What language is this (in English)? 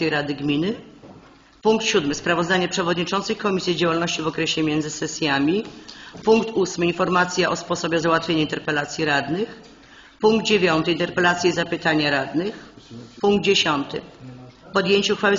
Polish